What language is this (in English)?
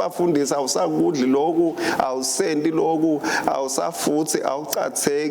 Swati